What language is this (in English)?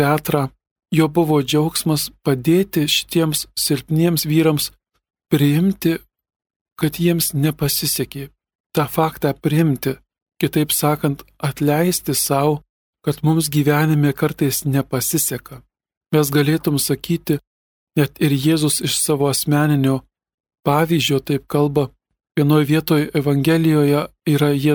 Lithuanian